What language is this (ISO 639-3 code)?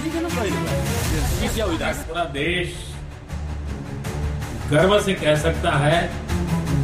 hin